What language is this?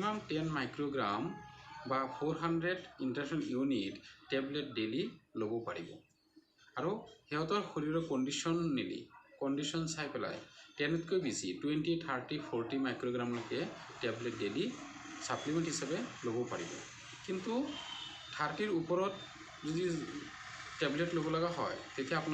Assamese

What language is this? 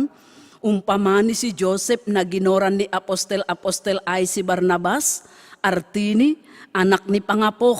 Batak Simalungun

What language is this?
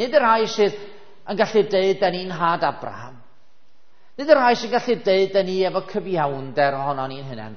Welsh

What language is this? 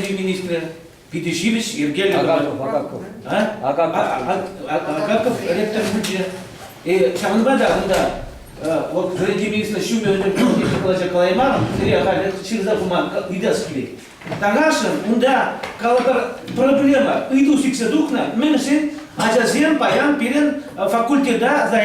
Chuvash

